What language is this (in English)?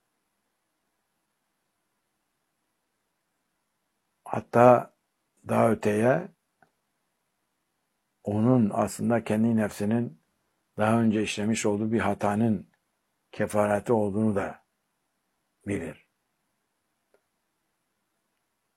Turkish